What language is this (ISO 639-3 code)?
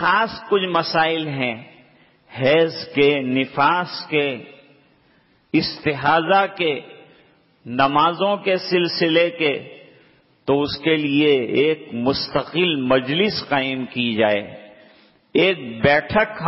urd